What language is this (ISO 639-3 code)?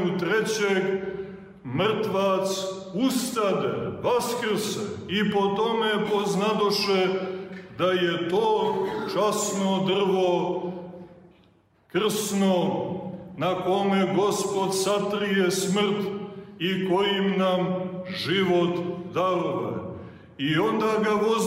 srp